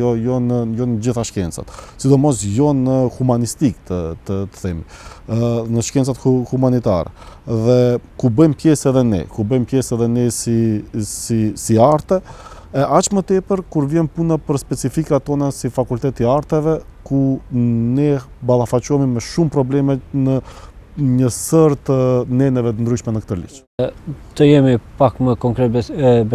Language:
Albanian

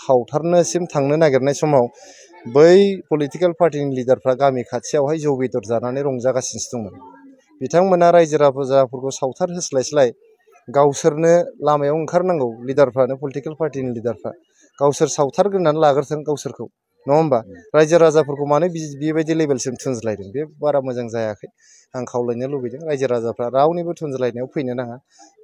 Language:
Bodo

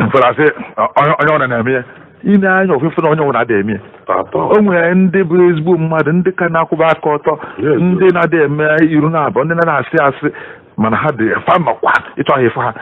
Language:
Igbo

